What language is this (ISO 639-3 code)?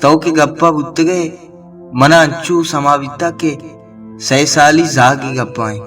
bal